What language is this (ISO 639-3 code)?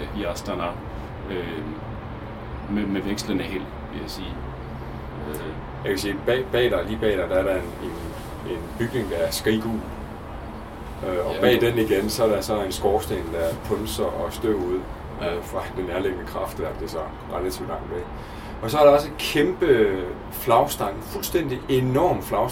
dan